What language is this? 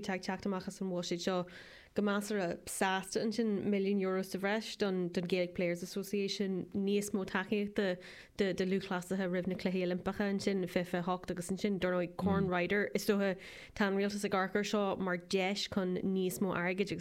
Irish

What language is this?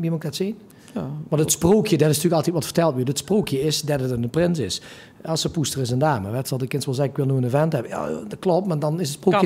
Limburgish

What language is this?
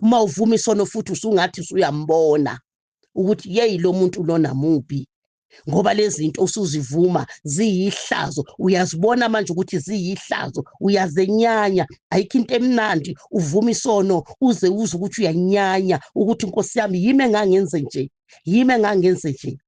Zulu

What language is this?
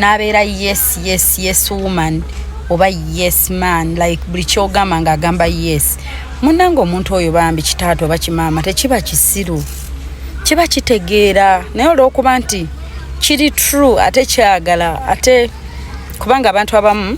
Ganda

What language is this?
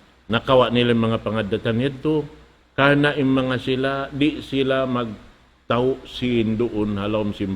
Tausug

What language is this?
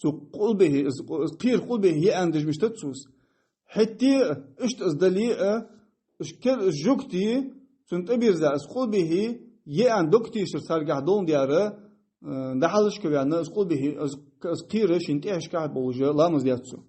Ingush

